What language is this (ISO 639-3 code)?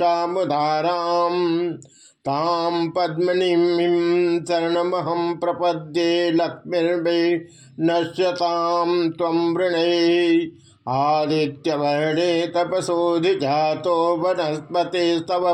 san